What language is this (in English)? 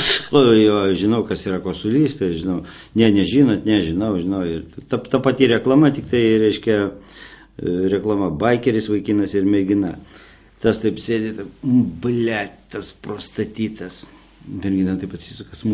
Lithuanian